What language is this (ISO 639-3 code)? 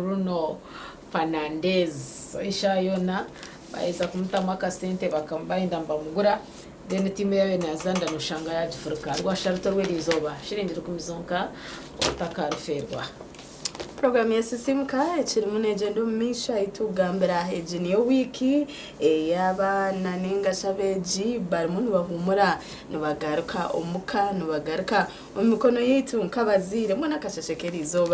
nyn